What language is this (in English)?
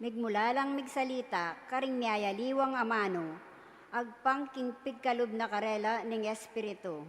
Pampanga